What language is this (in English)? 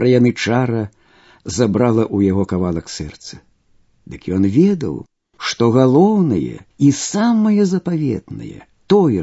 Belarusian